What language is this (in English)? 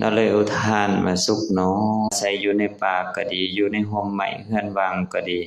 Lao